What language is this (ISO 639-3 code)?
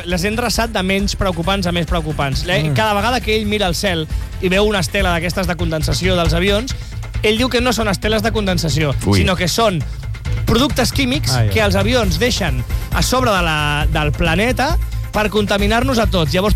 cat